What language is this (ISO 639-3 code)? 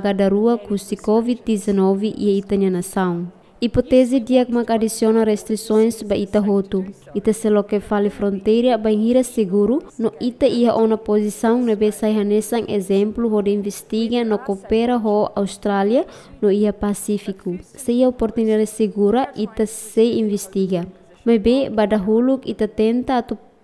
tet